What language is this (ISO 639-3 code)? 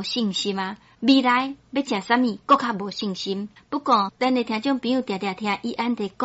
nan